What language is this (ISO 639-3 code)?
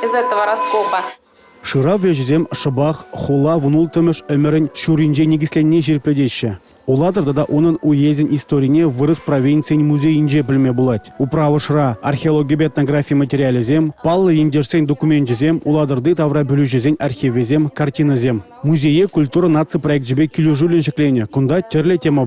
chv